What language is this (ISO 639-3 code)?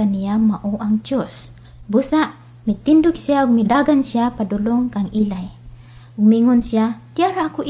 ceb